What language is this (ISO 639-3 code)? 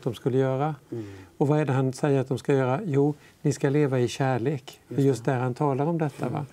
swe